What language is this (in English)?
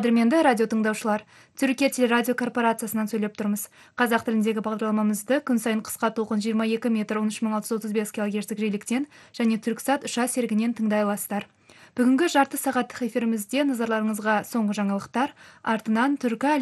Kazakh